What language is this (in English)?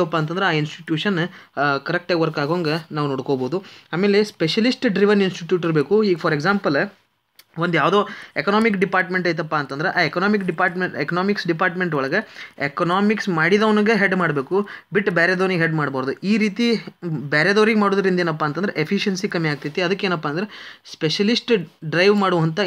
Kannada